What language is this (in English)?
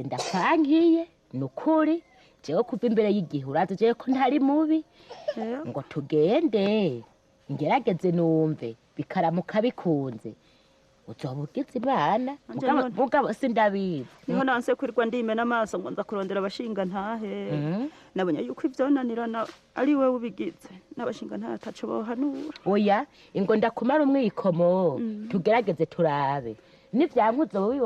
Rundi